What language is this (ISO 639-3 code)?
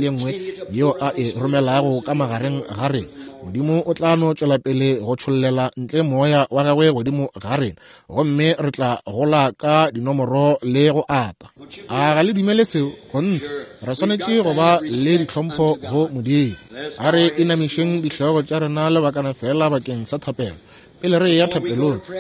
nso